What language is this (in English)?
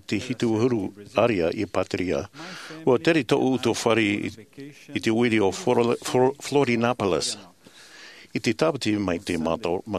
Tahitian